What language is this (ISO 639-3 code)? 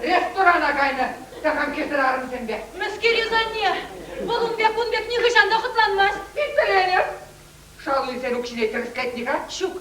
chv